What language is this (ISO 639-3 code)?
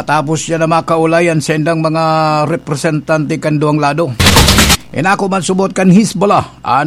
bik